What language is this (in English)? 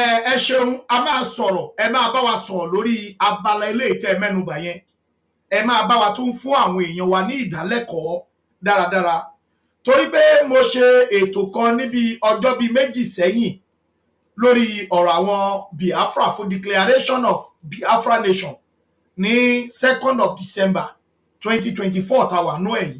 Yoruba